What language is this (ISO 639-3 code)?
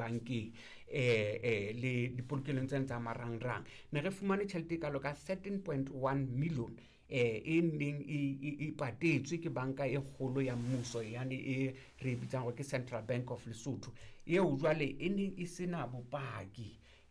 sot